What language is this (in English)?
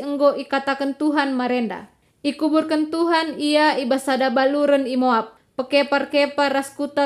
Batak Karo